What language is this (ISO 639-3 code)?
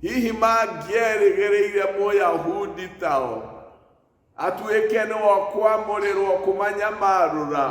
kik